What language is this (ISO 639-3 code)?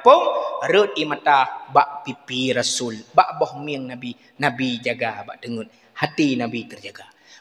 ace